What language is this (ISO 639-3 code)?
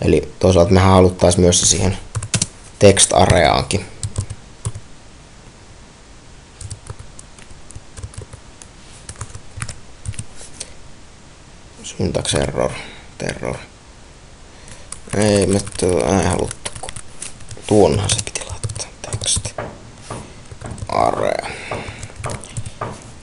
fin